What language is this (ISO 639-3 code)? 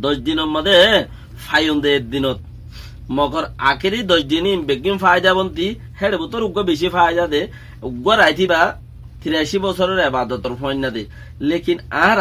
rhg